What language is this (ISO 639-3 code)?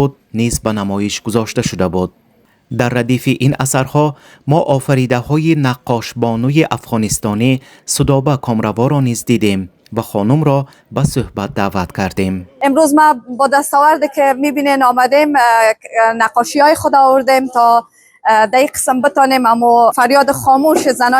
tgk